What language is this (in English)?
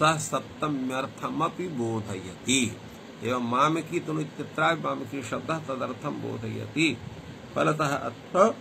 Sanskrit